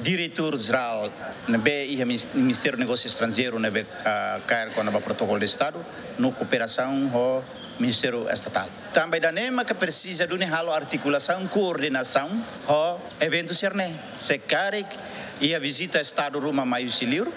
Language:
Tetum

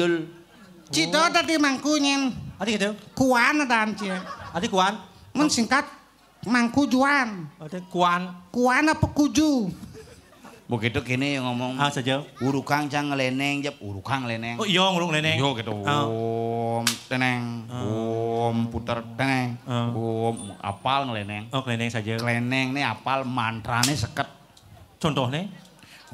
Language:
Balinese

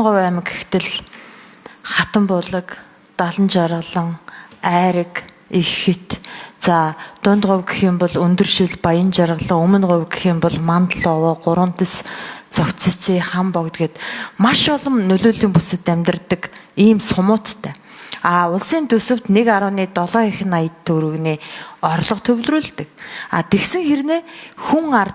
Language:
Mongolian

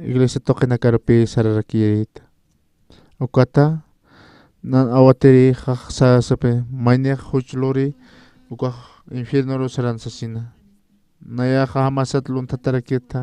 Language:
Aymara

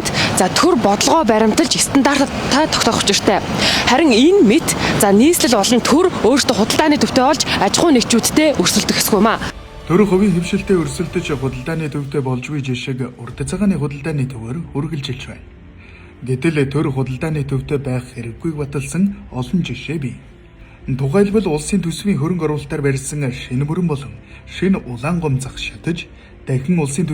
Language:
Mongolian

